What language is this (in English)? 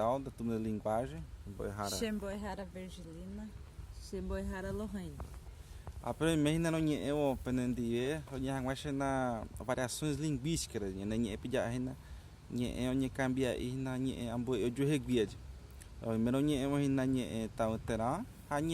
Guarani